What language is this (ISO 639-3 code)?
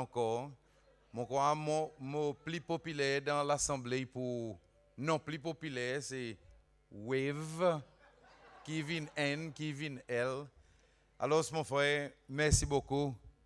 crs